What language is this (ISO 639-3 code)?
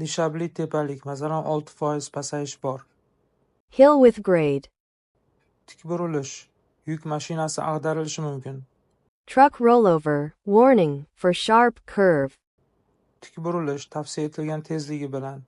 uzb